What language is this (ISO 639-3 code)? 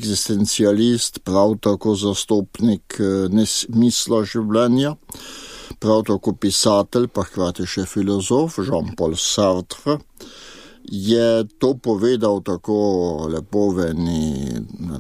slv